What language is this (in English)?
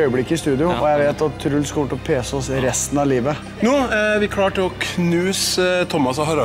Norwegian